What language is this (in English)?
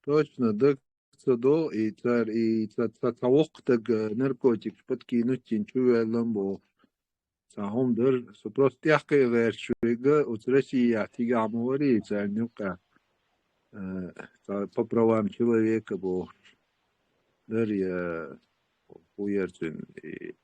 Chechen